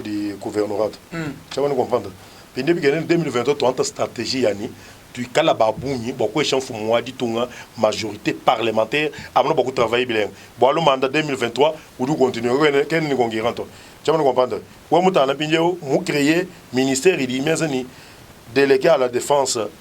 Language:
Luba-Lulua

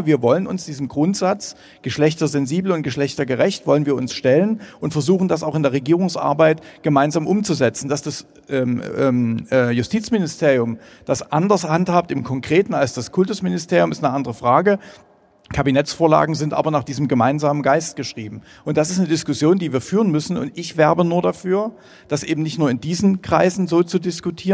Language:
German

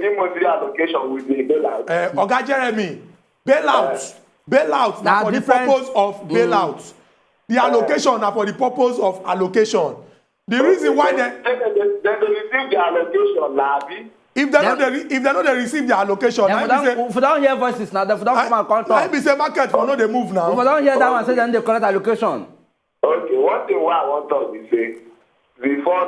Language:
Nigerian Pidgin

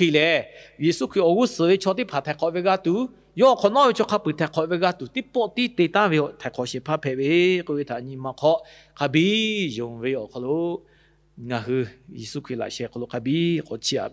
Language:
Lahu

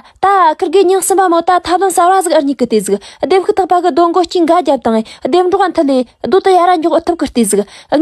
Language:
Tibetan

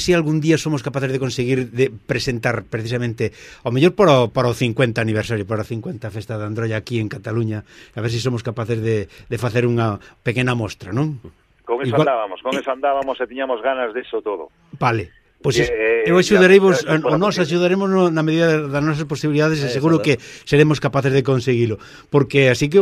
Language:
Galician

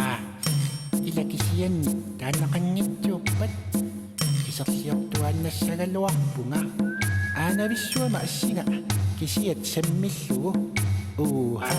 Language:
Kalaallisut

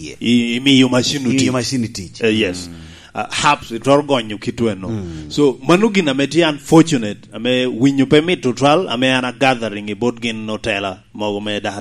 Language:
Lango (Uganda)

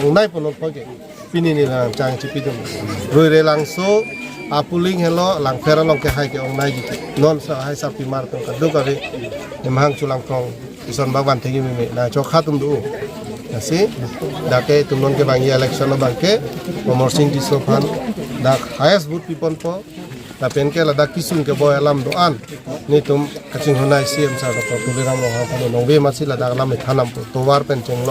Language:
Karbi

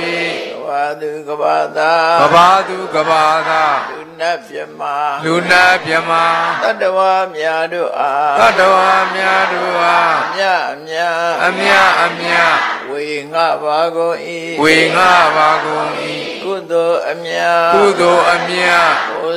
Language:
Burmese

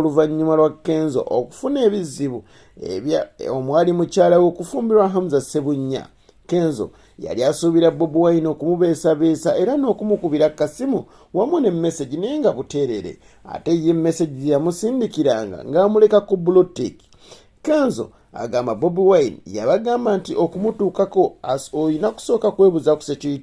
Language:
Ganda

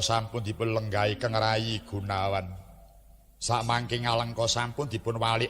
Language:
Javanese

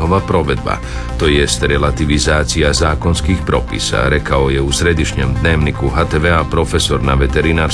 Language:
Croatian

